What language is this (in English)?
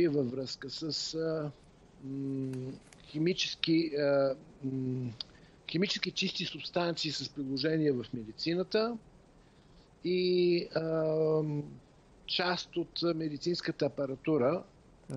Bulgarian